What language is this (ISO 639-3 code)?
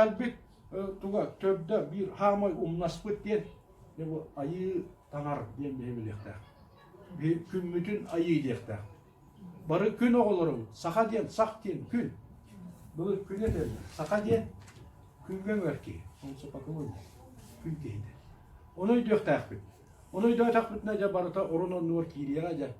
sah